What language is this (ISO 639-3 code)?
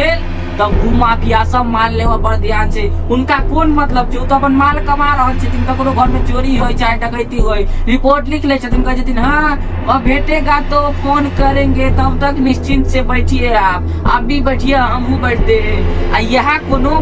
mai